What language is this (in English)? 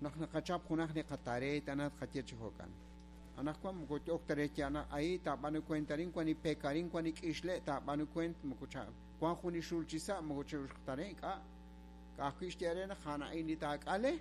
Kekchí